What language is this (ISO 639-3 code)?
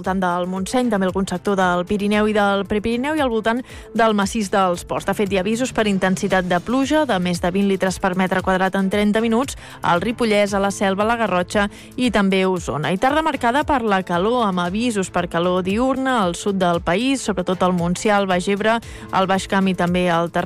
cat